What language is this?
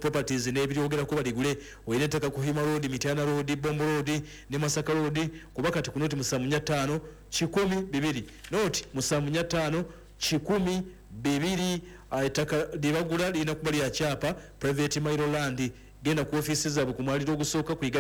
Ganda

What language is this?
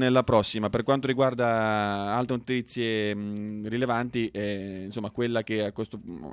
Italian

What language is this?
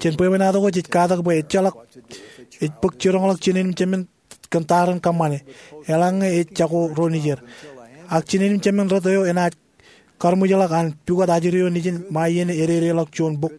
Marshallese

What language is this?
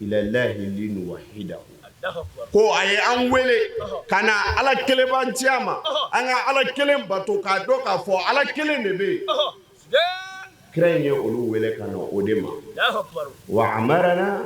Bambara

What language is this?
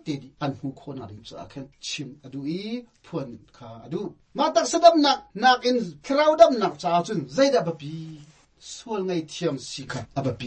Hakha Chin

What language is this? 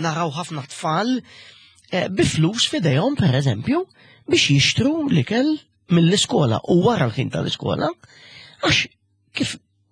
Maltese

